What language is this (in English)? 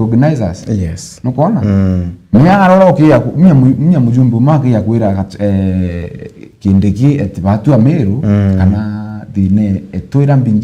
Meru